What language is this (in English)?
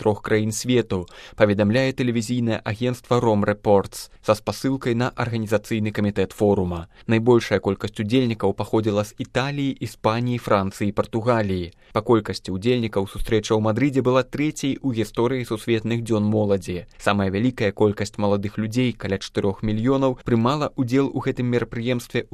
Belarusian